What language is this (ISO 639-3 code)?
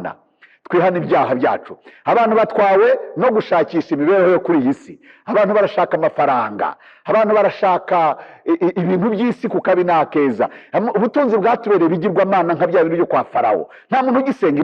kin